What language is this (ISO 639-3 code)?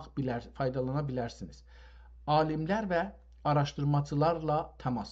azb